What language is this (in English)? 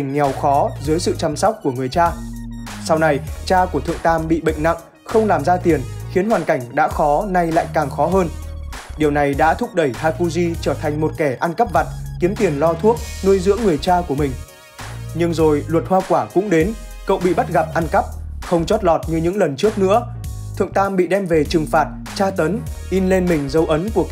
Vietnamese